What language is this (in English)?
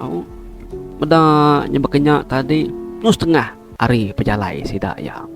Iban